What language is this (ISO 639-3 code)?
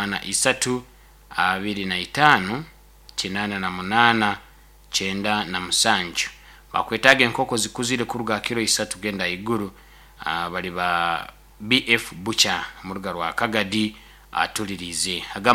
nyo